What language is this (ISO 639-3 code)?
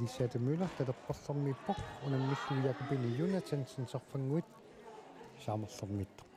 kal